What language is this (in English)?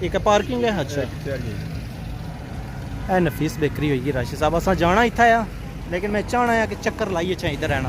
Pahari-Potwari